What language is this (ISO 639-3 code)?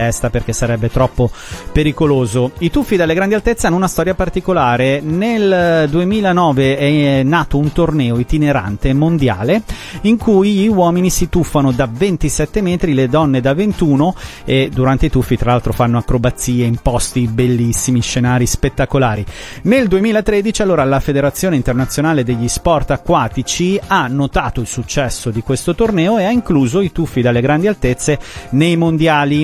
ita